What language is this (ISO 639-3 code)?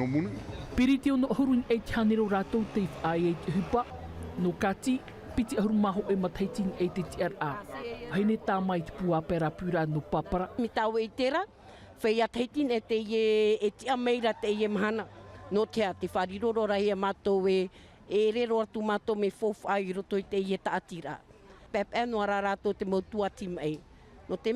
tah